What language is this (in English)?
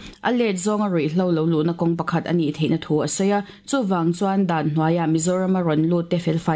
Mizo